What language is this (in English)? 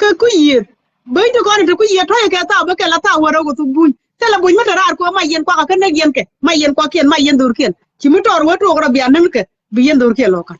Nuer